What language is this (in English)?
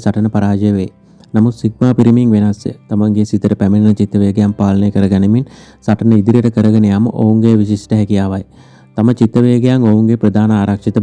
Sinhala